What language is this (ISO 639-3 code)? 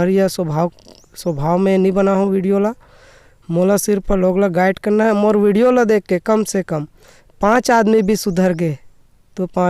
hne